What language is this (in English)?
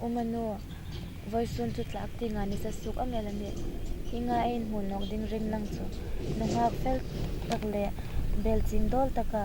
Hmar